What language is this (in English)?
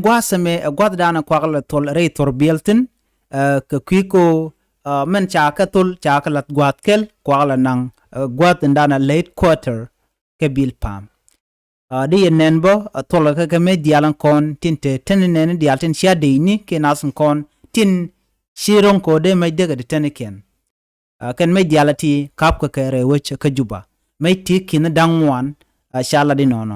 Nuer